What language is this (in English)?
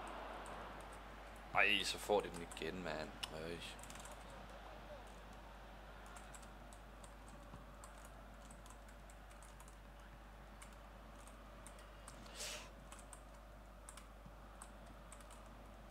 Danish